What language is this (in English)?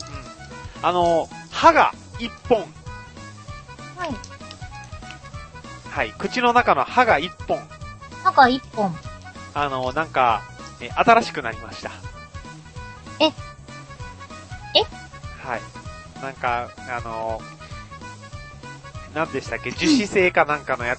Japanese